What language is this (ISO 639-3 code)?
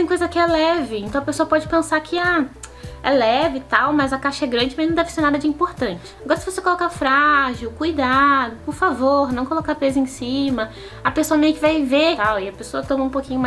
por